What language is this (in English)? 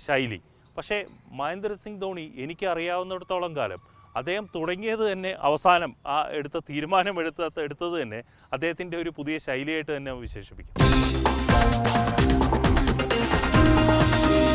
Malayalam